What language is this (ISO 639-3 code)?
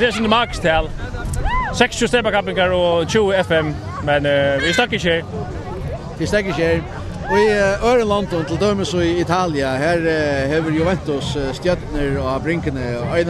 fao